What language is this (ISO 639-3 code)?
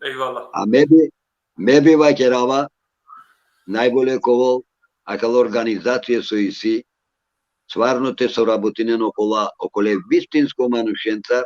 rmn